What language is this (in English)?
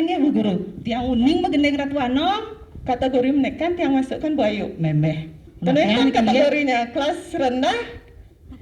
Balinese